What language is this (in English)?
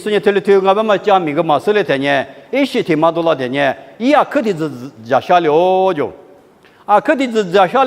Lisu